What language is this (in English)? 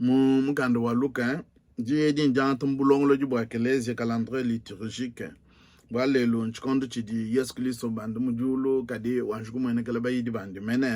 Luba-Lulua